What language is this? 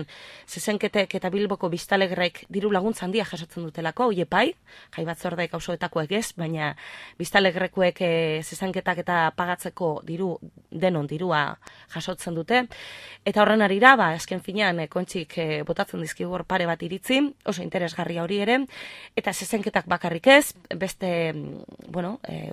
Basque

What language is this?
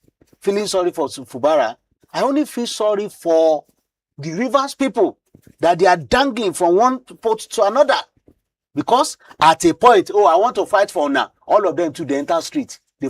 Nigerian Pidgin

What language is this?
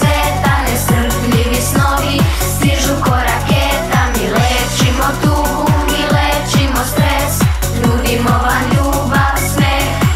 Serbian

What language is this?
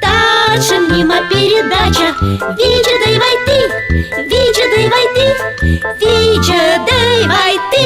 Komi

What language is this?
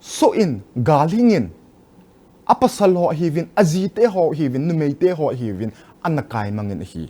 Thado Chin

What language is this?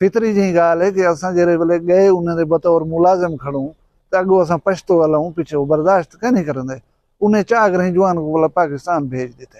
Saraiki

